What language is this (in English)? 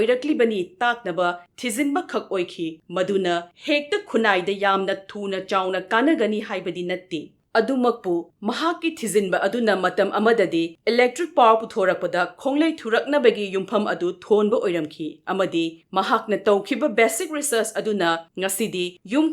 Manipuri